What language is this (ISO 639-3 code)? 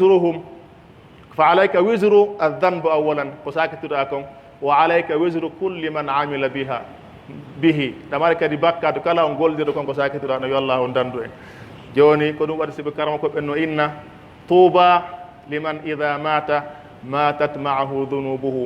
fuf